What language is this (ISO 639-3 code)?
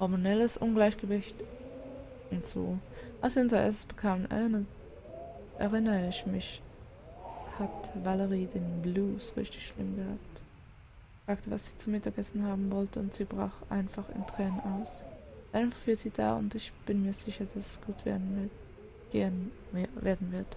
gsw